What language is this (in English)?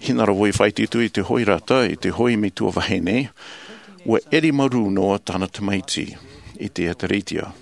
Tahitian